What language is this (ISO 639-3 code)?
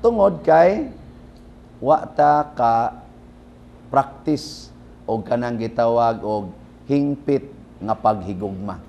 ceb